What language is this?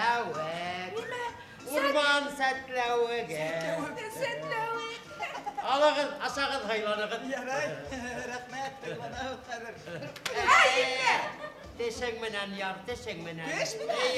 Bashkir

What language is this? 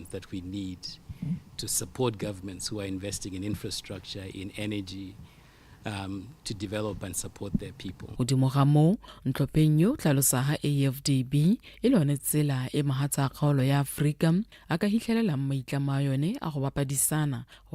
Tswana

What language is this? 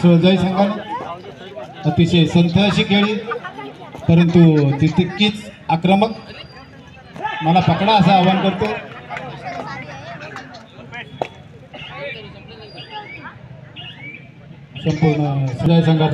Marathi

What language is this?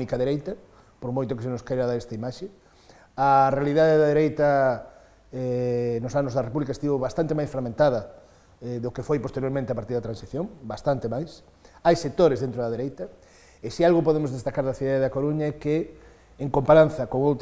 Galician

